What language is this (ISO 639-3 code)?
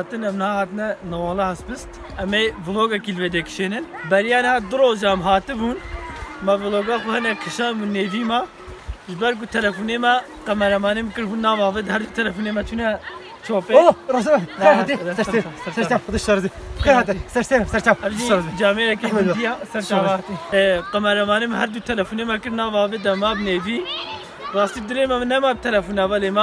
kur